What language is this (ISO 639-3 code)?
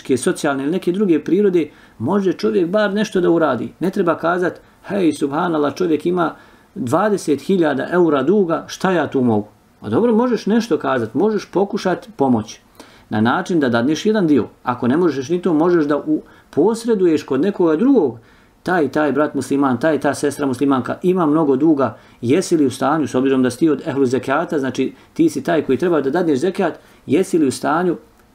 bos